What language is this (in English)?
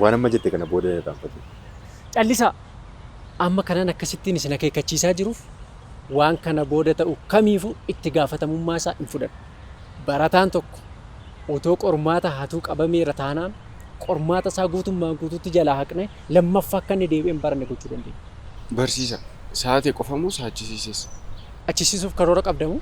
Oromo